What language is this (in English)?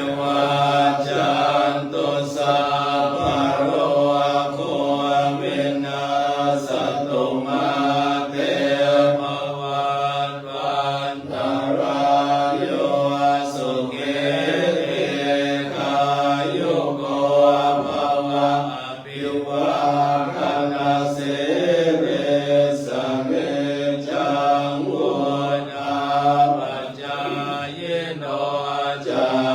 Pali